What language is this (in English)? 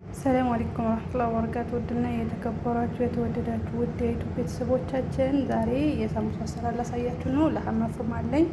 Amharic